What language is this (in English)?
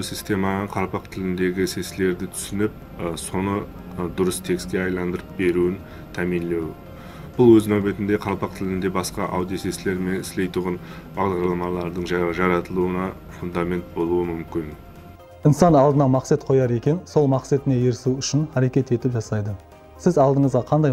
Kara-Kalpak